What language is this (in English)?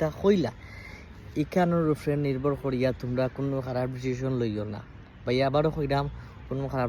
Sylheti